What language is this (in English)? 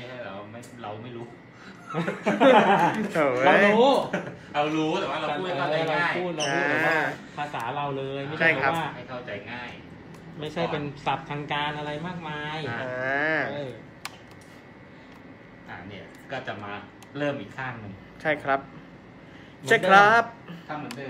Thai